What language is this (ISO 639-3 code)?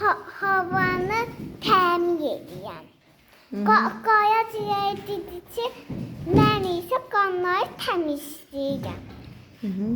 aze